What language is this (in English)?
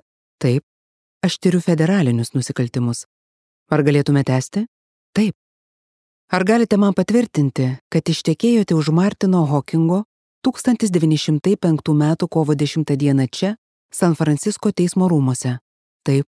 Lithuanian